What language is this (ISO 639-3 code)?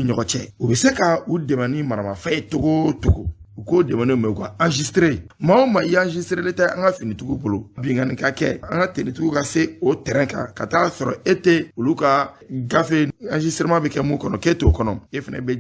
bam